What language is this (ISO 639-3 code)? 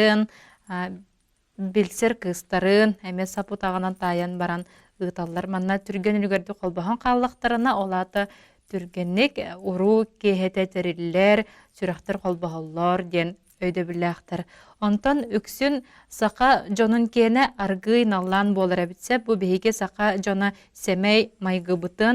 sah